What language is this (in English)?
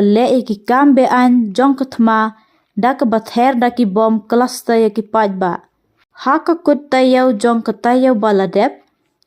Khasi